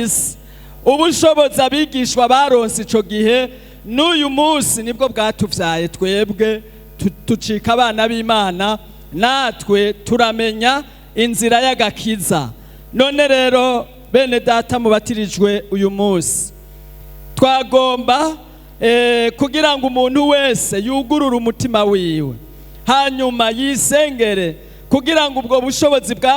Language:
Rundi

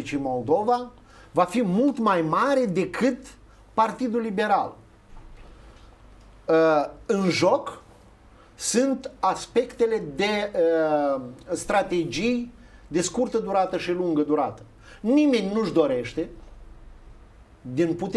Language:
Romanian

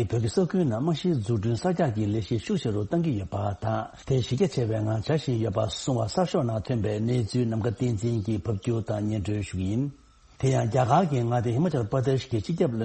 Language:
Tibetan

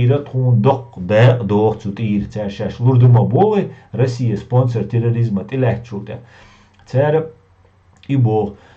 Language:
Chechen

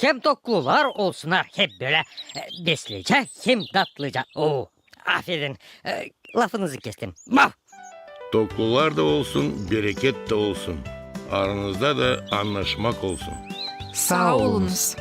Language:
Gagauz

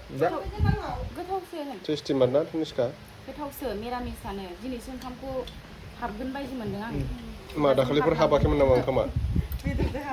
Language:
Bodo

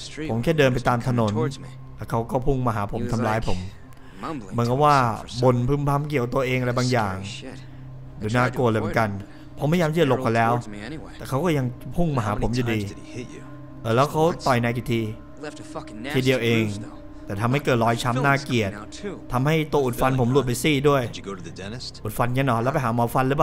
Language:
Thai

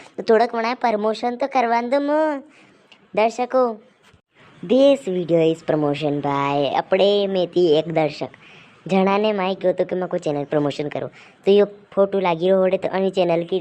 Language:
Rajasthani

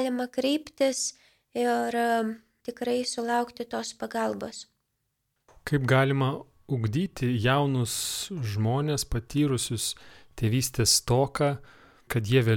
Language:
Lithuanian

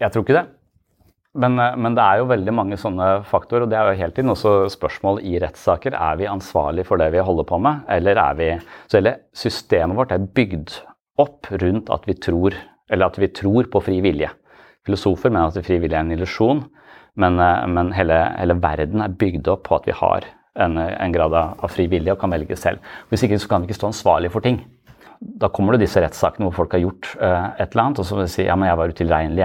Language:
Norwegian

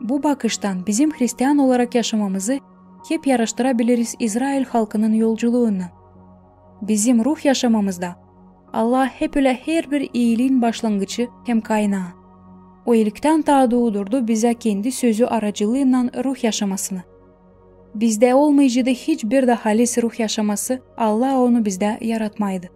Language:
Gagauz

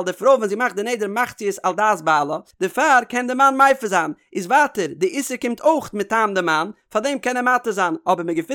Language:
Yiddish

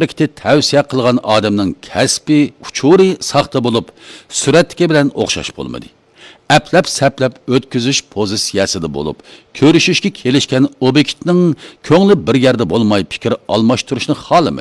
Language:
Uyghur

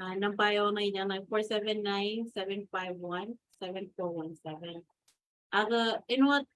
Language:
Marshallese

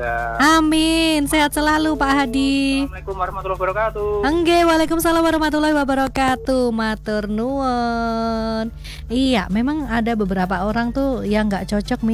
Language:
Indonesian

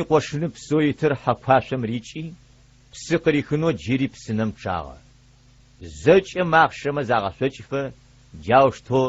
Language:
Adyghe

